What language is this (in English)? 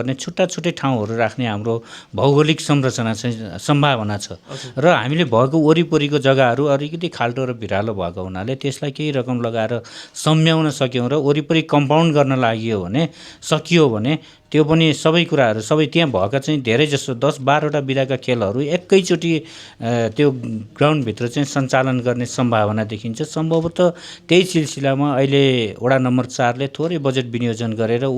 Nepali